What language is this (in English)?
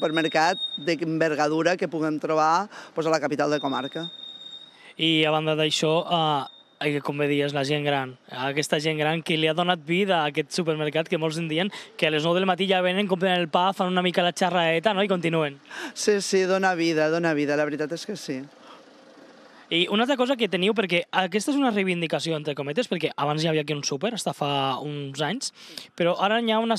Catalan